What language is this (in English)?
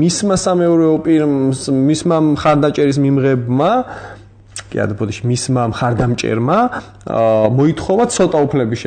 Georgian